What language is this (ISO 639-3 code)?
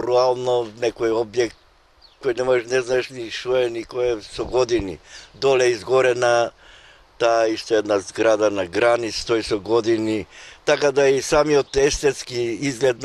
mkd